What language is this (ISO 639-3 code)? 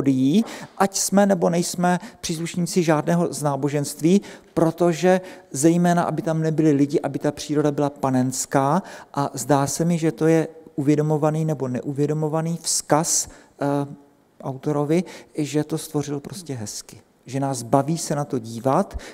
ces